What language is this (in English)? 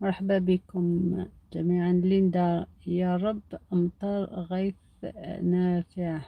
Algerian Arabic